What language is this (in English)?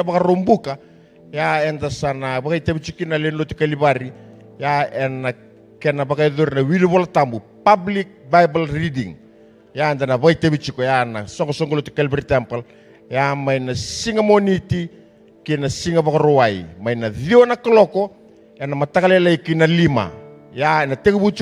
Fijian